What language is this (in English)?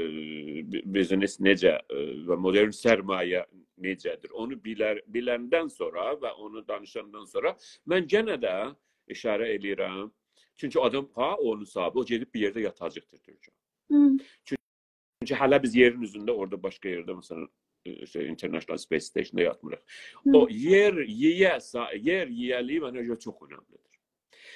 South Azerbaijani